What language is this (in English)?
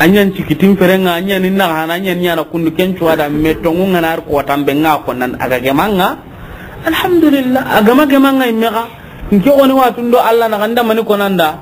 Soninke